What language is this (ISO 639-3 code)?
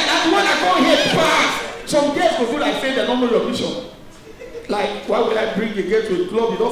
pcm